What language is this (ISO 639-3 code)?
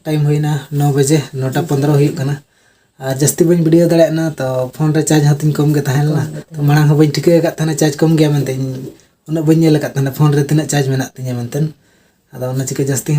sat